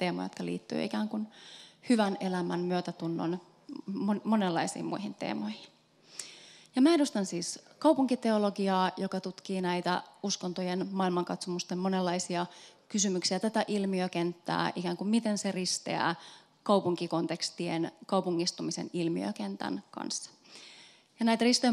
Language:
Finnish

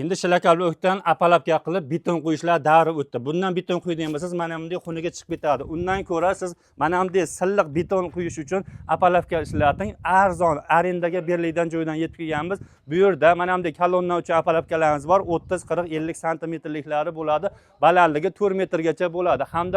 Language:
Uzbek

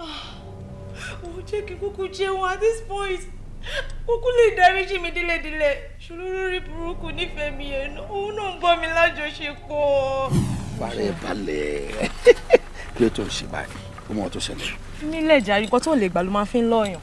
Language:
Yoruba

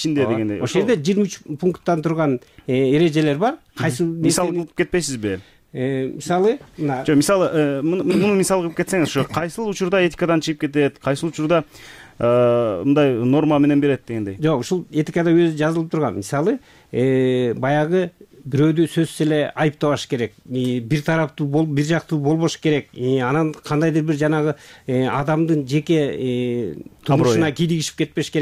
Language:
Kyrgyz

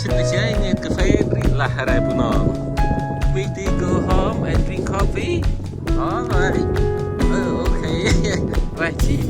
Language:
Central Mnong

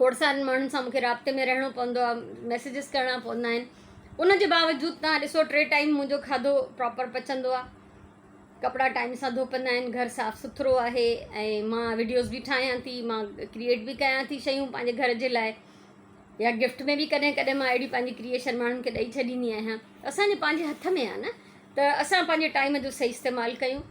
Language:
Sindhi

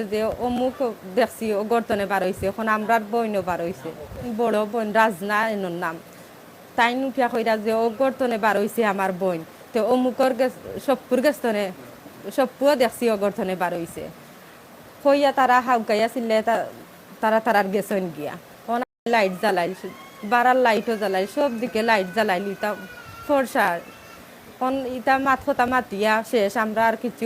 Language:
Sylheti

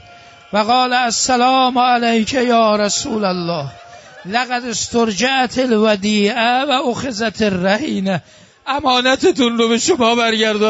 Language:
Persian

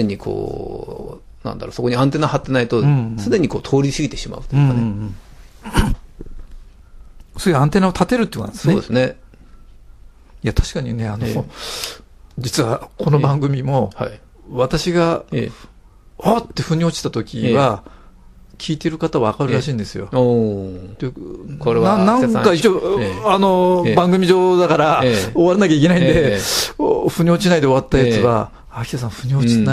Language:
Japanese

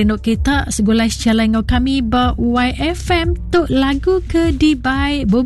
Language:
Iban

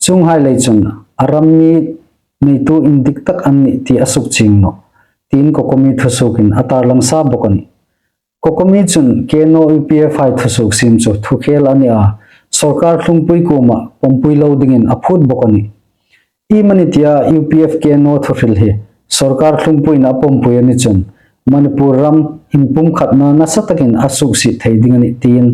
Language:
Hmar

